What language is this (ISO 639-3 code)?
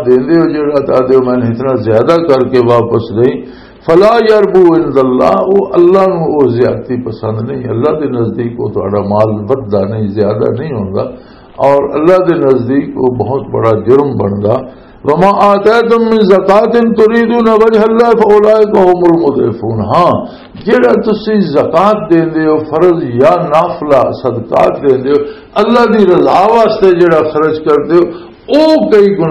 lah